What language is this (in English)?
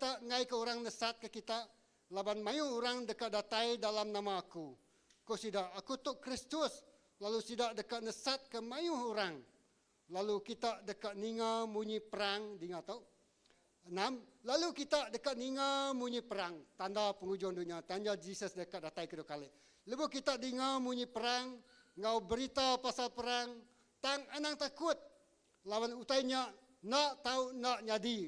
Iban